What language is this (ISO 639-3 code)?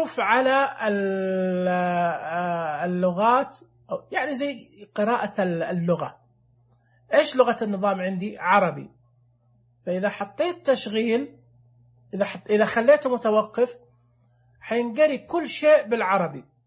ars